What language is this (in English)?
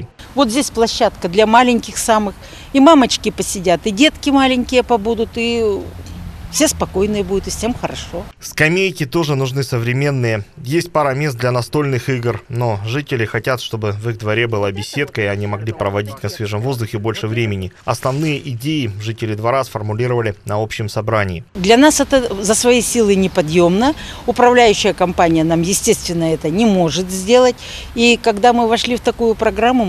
Russian